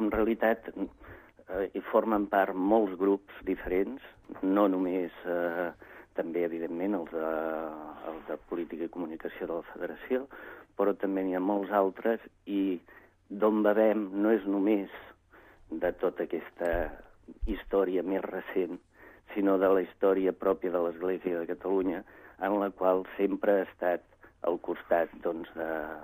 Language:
Catalan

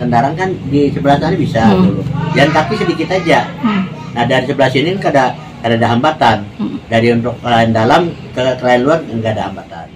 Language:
Banjar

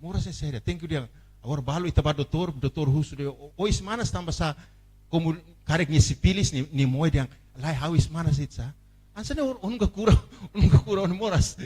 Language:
Tetum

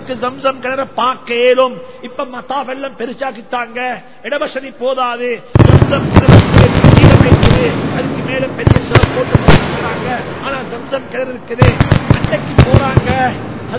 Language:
Tamil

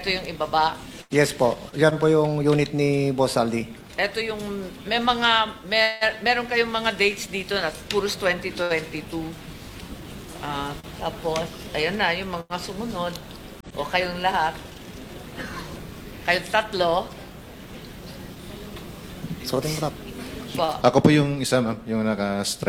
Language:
Filipino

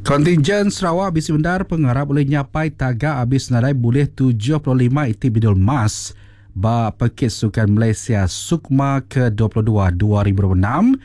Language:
Iban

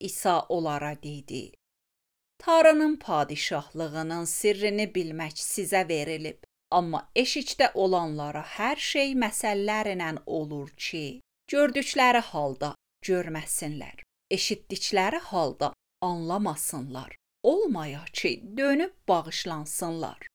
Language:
Azerbaijani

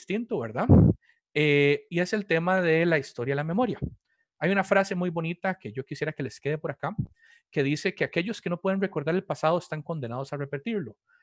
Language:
Spanish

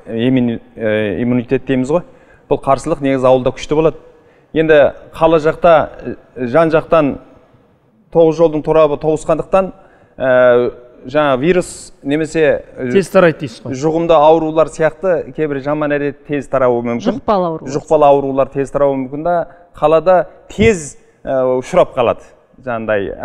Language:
Kazakh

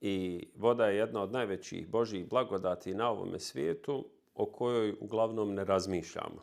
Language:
Bosnian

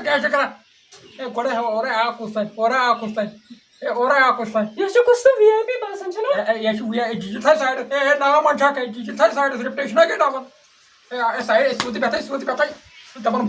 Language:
Kashmiri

